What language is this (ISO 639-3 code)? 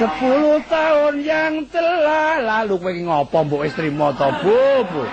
jav